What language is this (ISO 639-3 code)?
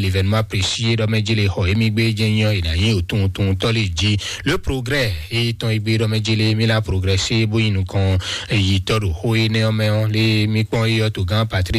fon